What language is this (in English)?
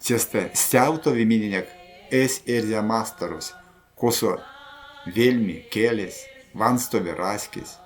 Erzya